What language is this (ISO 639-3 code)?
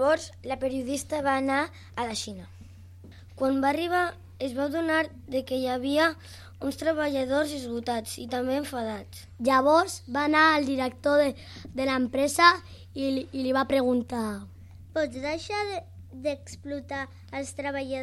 cat